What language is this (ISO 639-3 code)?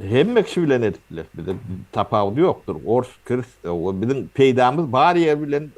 tuk